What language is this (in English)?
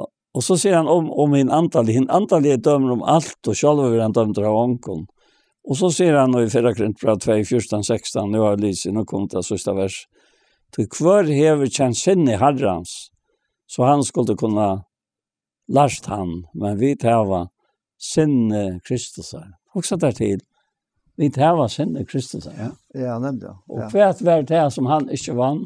Faroese